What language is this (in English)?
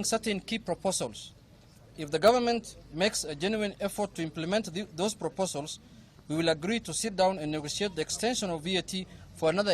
Kikuyu